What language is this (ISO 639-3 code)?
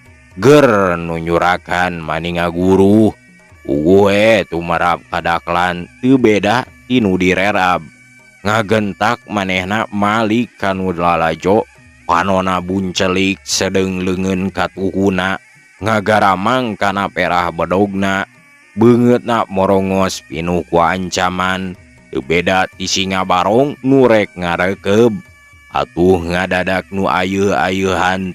sun